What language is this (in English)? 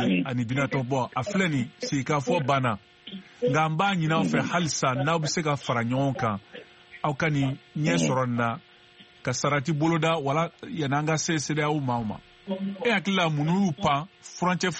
Bambara